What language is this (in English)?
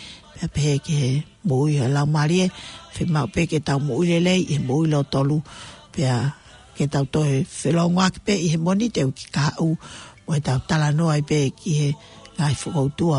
Tongan